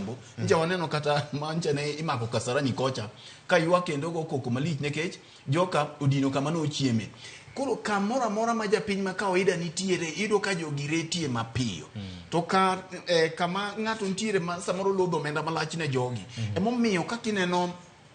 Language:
Luo (Kenya and Tanzania)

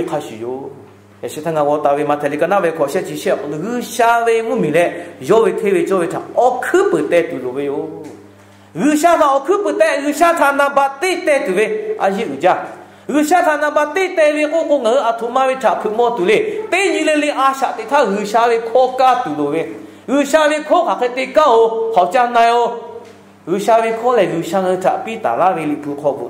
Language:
Lahu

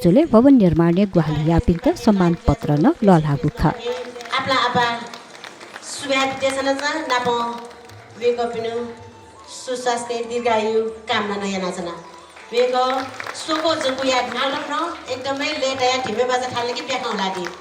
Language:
Newari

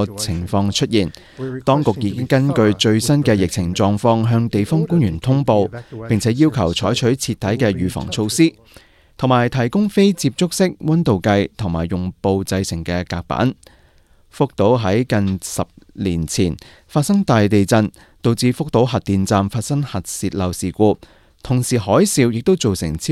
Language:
Cantonese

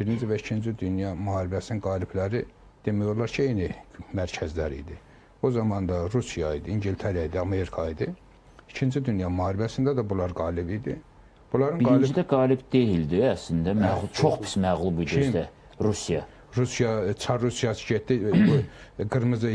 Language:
Azerbaijani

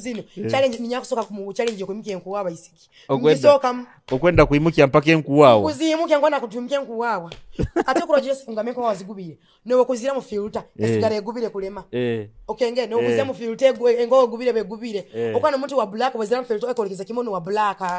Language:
Nyoro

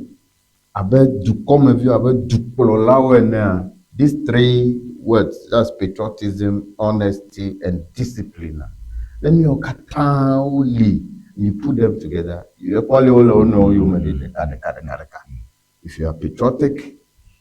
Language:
Ewe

